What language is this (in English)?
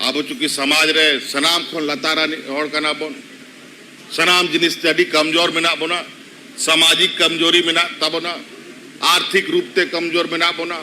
Santali